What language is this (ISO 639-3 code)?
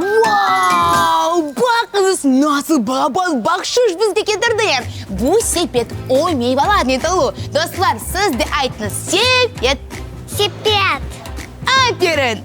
crh